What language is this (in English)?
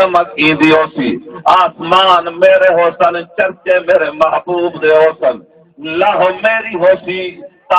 Saraiki